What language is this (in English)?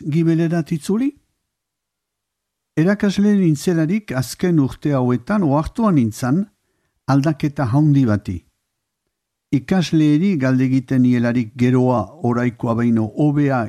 Basque